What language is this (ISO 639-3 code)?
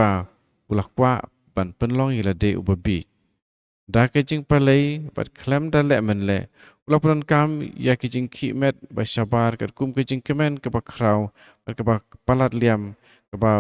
kha